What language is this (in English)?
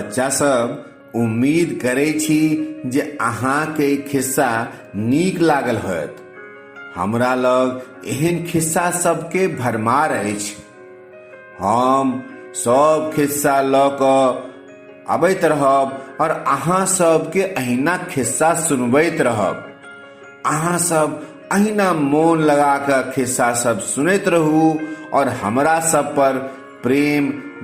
Maithili